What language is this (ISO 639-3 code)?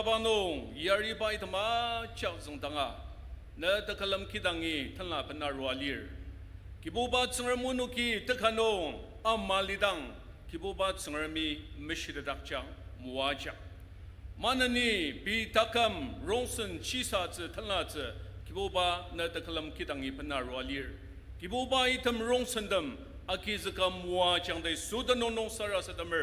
njo